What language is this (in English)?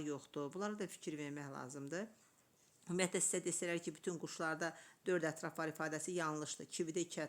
Azerbaijani